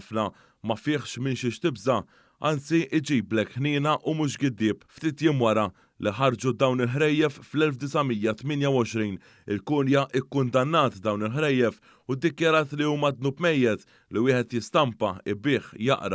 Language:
Maltese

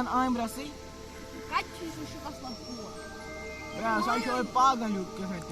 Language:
Kashmiri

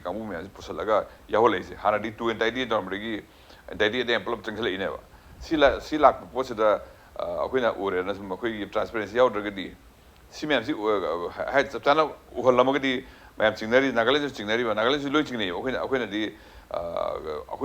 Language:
Manipuri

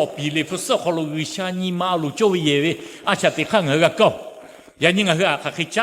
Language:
Lahu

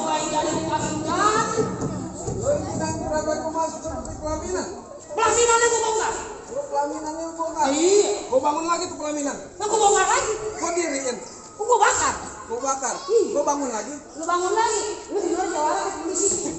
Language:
Betawi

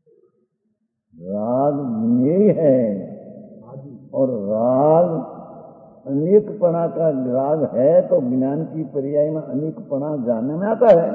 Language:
Hindi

